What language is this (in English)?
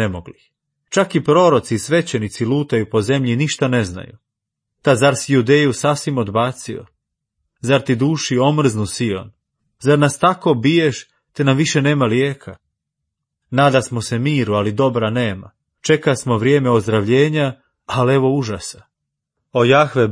Croatian